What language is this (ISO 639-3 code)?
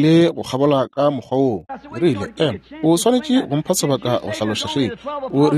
nso